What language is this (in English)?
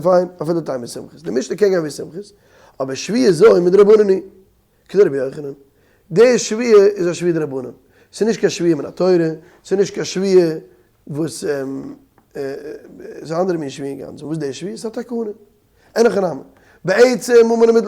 Yiddish